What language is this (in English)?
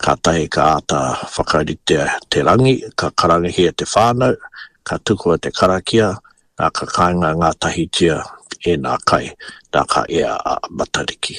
Māori